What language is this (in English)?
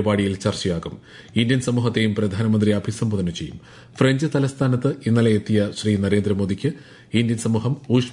Malayalam